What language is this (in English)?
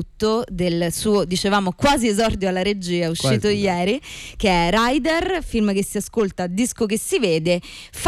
Italian